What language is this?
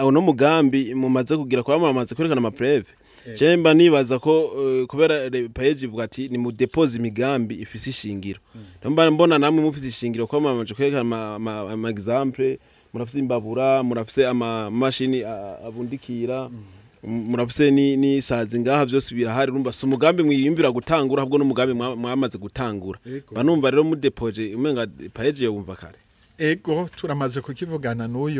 Rundi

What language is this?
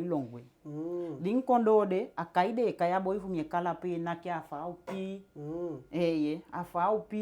Eastern Maroon Creole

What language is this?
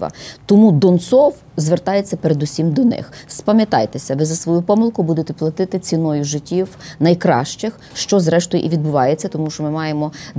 Ukrainian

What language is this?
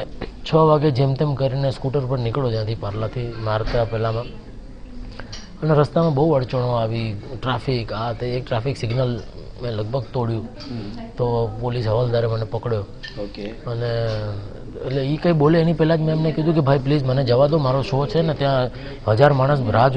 Gujarati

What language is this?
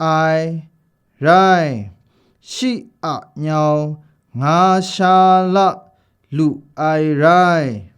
Kachin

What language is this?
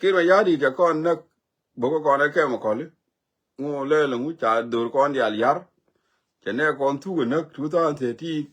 Nuer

